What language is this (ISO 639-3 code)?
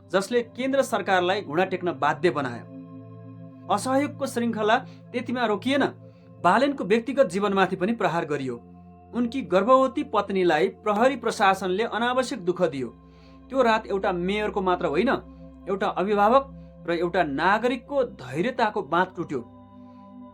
nep